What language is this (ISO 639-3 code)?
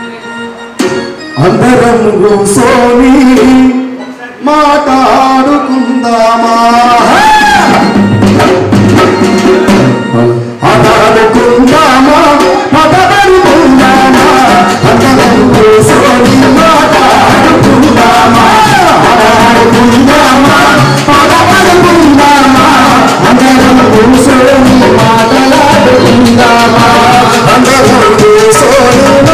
tel